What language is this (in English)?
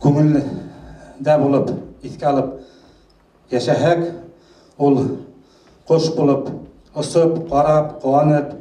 Bashkir